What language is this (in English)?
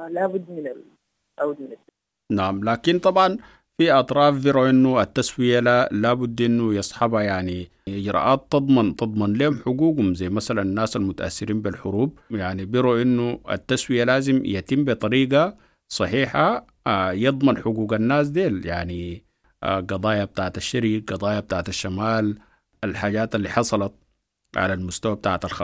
Sudanese Arabic